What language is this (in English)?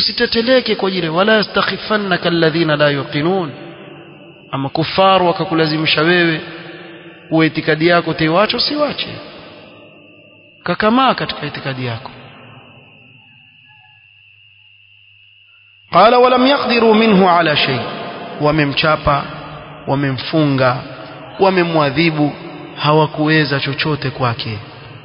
Swahili